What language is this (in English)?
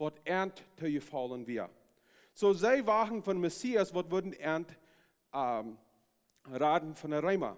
Plautdietsch